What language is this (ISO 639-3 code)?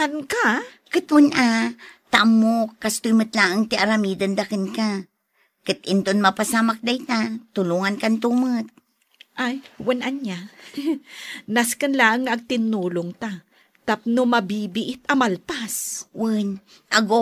ilo